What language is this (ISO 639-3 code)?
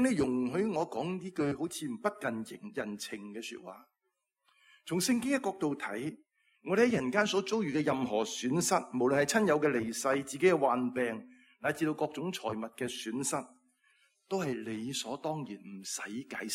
yue